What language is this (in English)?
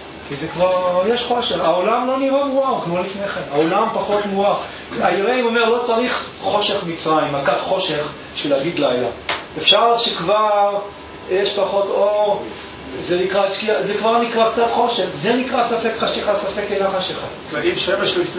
Hebrew